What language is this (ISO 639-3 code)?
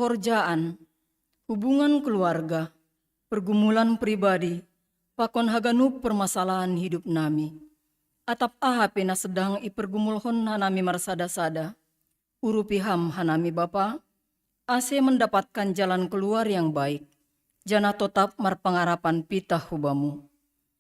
bts